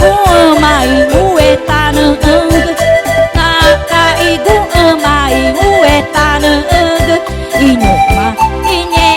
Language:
Ticuna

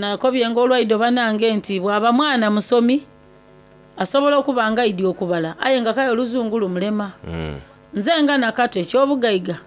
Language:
Soga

